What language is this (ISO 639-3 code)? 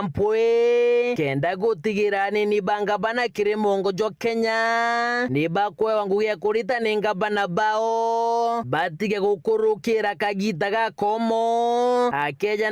mer